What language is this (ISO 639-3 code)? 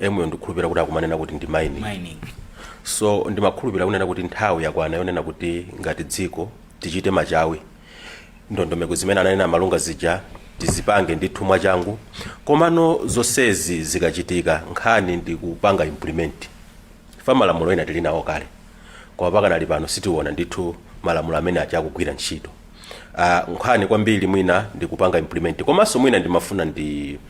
nya